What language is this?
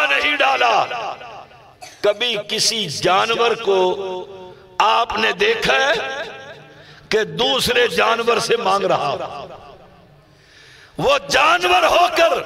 Urdu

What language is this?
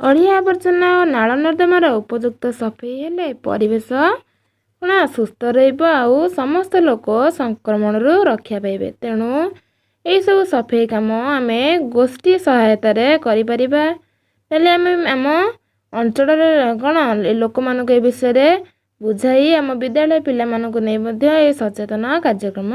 Odia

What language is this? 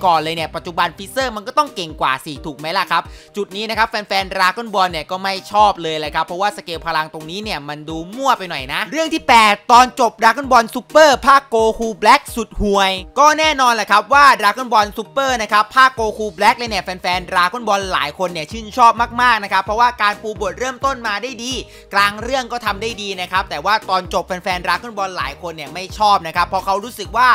Thai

